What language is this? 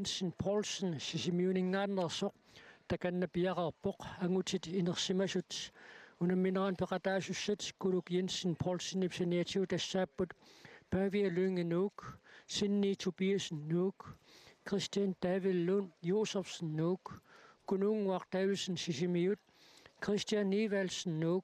Kalaallisut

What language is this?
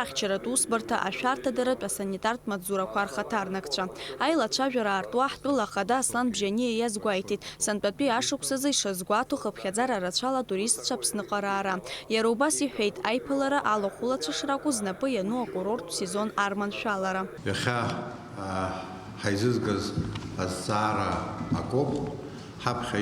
Abkhazian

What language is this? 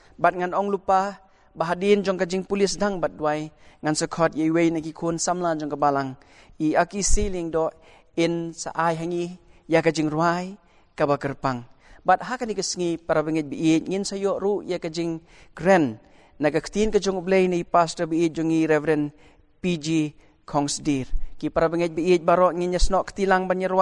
Khasi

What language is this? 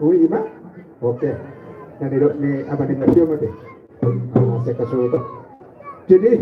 Batak Toba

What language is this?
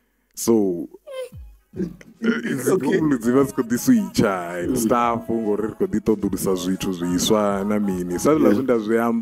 Venda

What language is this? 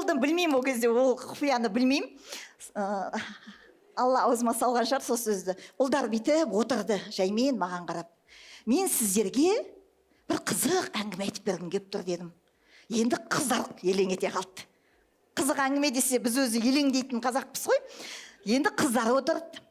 Kazakh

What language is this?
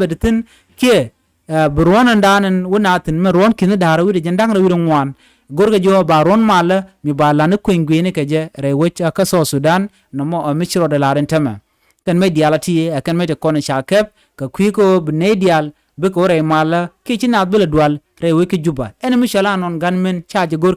Nuer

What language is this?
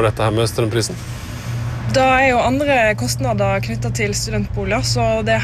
Norwegian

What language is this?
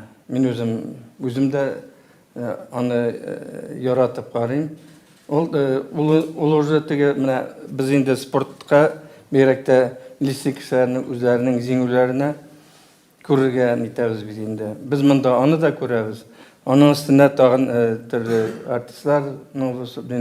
Tatar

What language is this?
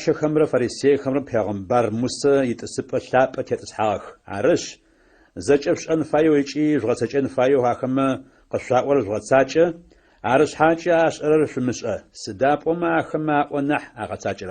Adyghe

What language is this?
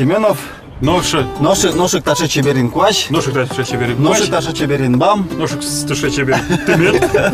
Udmurt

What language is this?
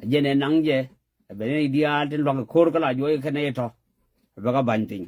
Nuer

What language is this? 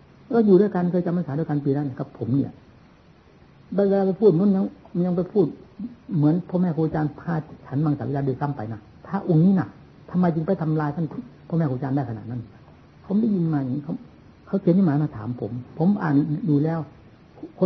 Thai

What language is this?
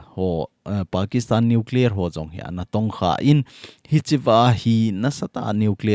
Thado Chin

